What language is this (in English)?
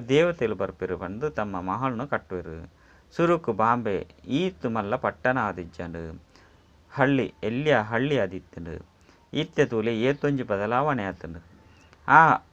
Tulu